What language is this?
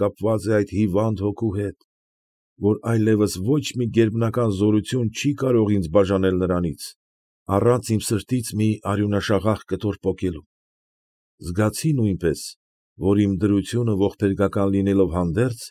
Armenian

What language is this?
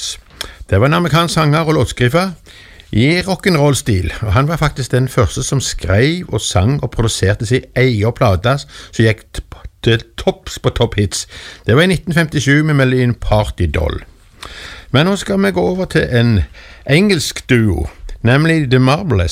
Norwegian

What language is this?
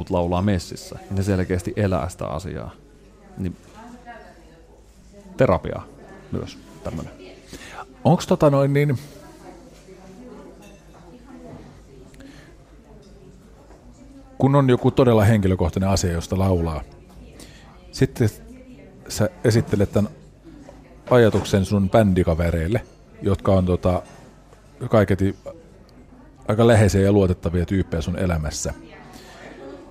Finnish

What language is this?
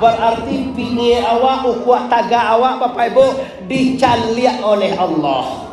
Minangkabau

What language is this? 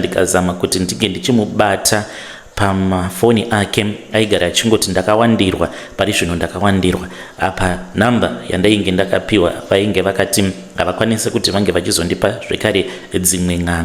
Shona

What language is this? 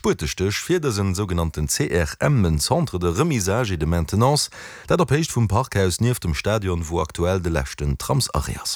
Luxembourgish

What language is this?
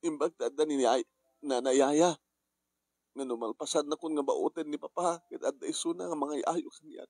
Iloko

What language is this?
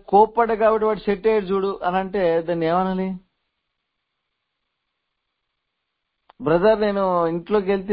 Telugu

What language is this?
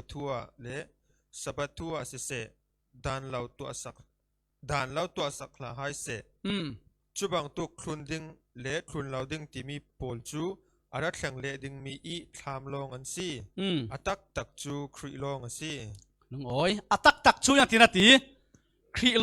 Falam Chin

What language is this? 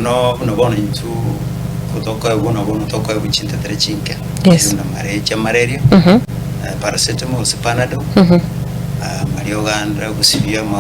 Gusii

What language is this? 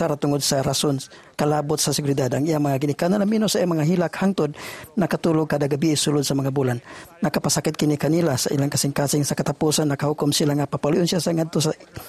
Cebuano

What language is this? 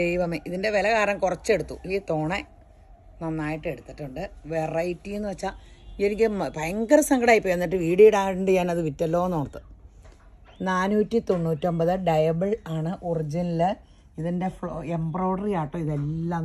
Malayalam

